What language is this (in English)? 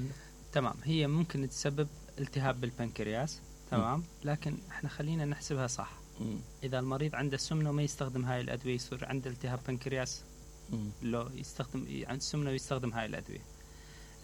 Mesopotamian Arabic